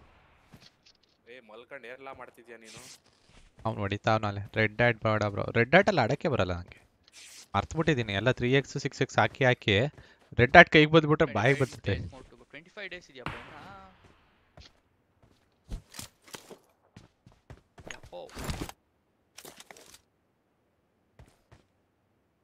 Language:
Kannada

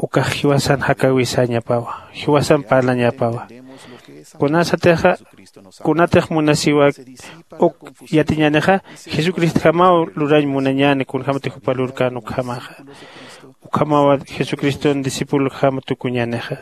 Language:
Aymara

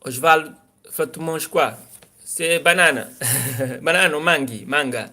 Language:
Kabuverdianu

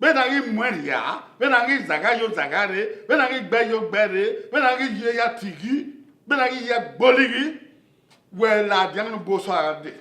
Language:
Bini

